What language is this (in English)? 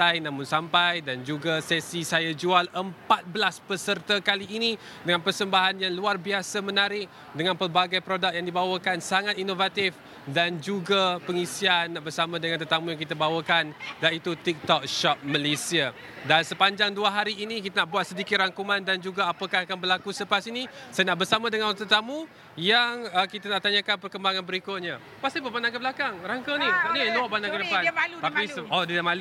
Malay